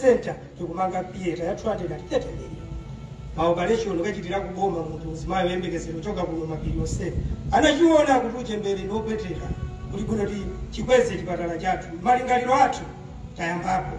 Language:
Nyanja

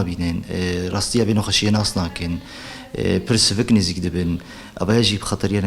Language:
Kurdish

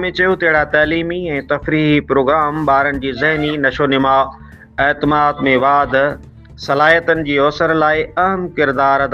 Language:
Sindhi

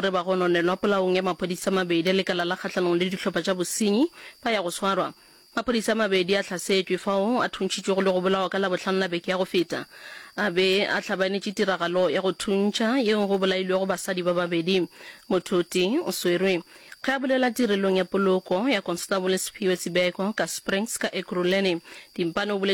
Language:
Northern Sotho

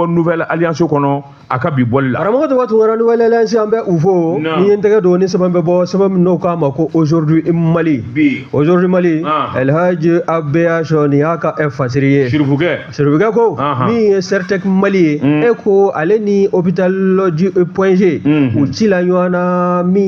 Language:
Bambara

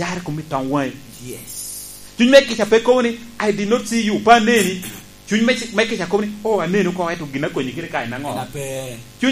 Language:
Lango (Uganda)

